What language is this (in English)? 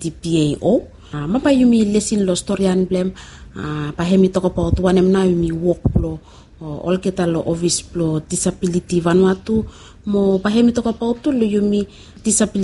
Bislama